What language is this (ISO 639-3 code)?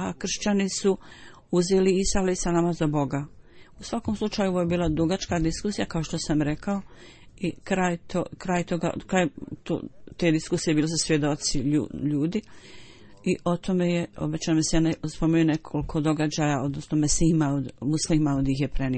bos